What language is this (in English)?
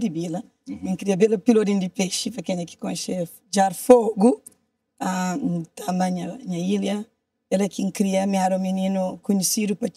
Kabuverdianu